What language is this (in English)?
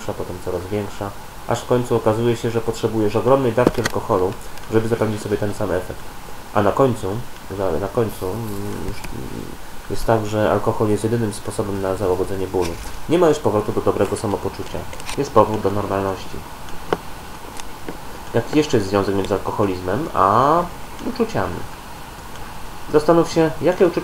Polish